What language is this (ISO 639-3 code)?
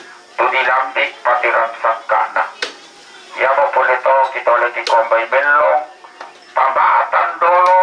sda